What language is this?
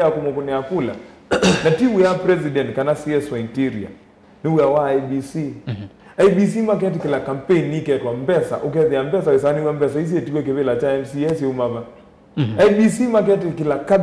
Kamba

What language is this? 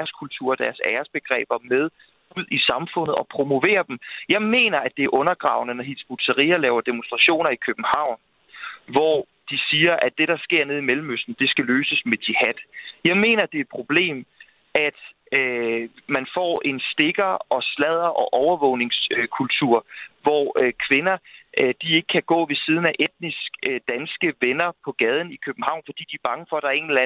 Danish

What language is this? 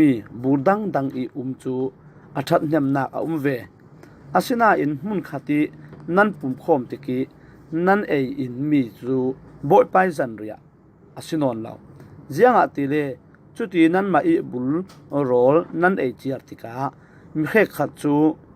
Falam Chin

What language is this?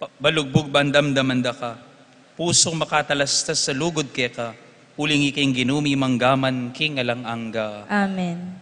Pampanga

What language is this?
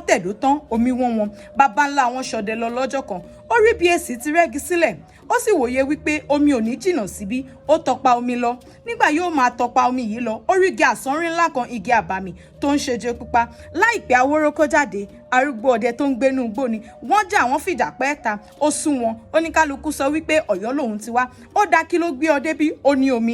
Yoruba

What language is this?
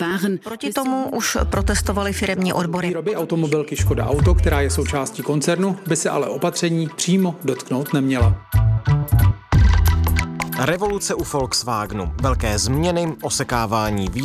Czech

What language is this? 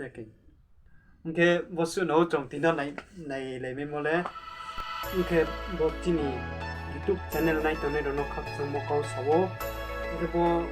Riang (India)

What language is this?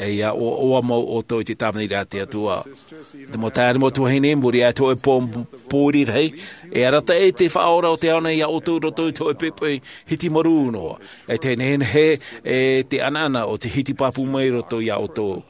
Tahitian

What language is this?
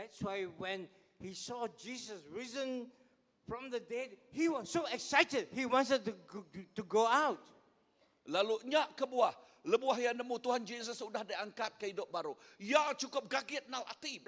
Iban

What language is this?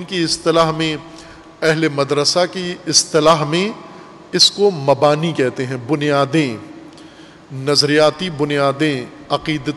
Urdu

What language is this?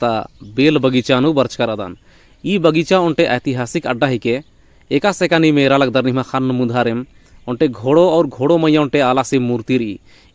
Kurukh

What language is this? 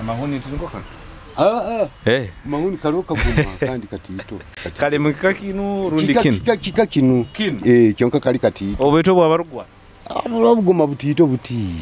Nyoro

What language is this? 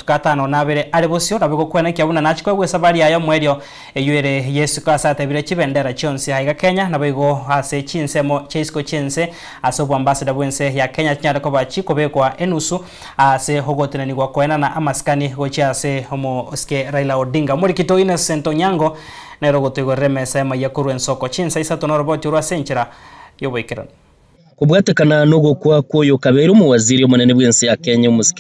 Gusii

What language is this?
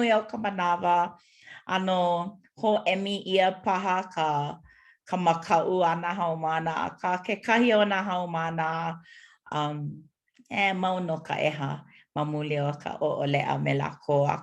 Hawaiian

